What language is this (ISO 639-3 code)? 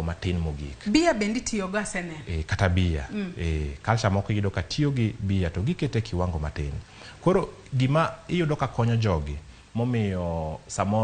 luo